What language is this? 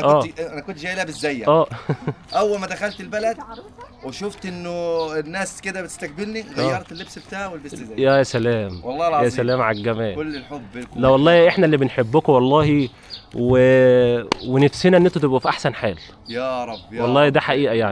Egyptian Arabic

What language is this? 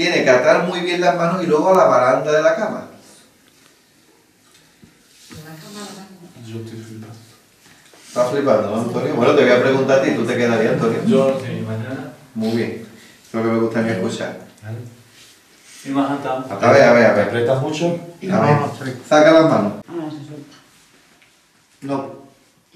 Spanish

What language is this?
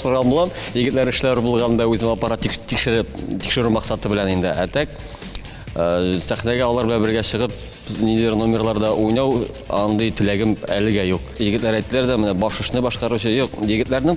Tatar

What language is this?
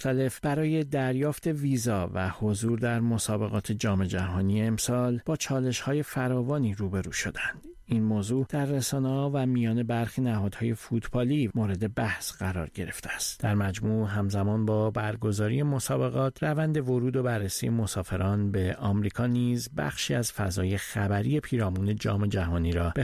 Persian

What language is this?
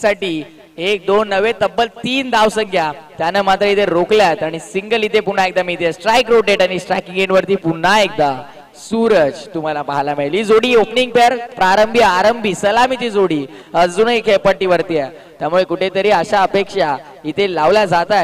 Marathi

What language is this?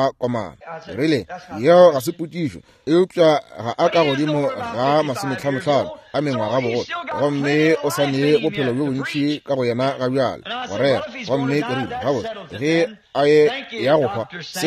Northern Sotho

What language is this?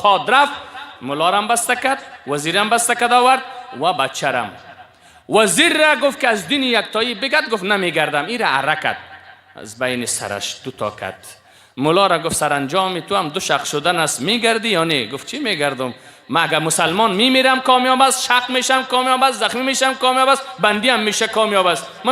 Persian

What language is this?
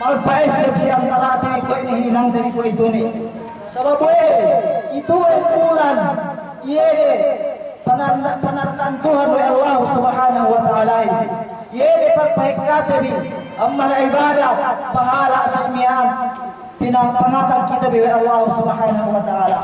Yakan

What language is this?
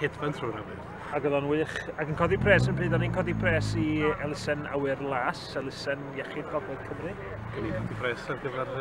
Welsh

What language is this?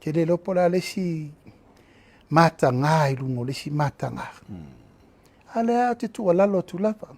Samoan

